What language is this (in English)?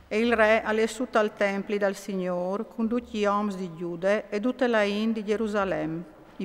Friulian